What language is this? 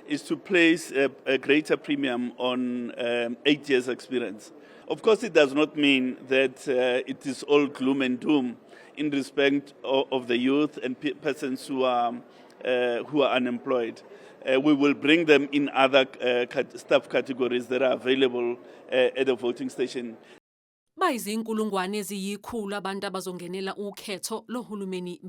Zulu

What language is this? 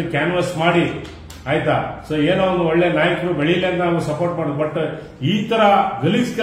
Kannada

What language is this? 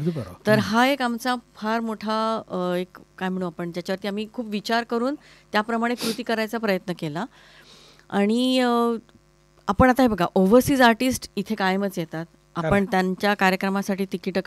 Marathi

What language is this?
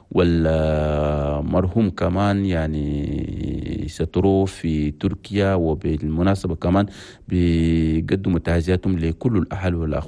Chadian Arabic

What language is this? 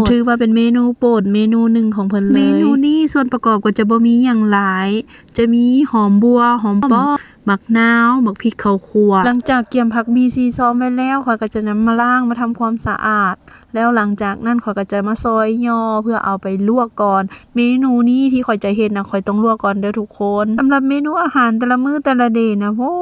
Lao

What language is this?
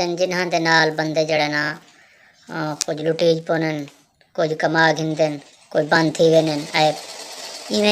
Saraiki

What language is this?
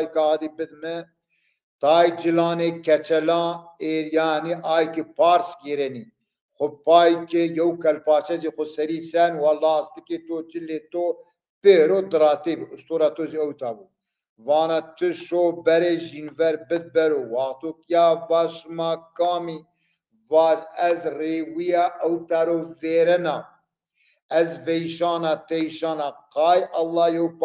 Zaza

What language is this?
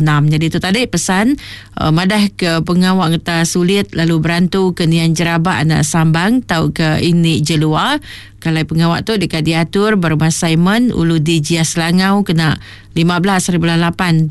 Iban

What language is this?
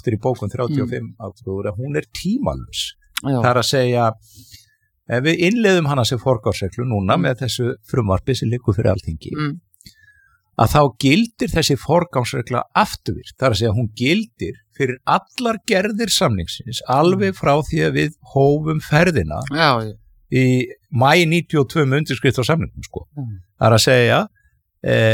Icelandic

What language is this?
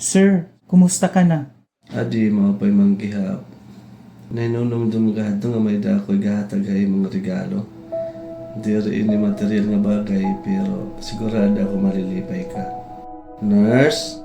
Waray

